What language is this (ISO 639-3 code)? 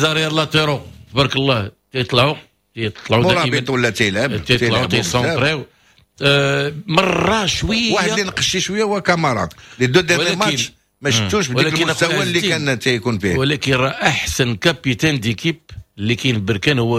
ary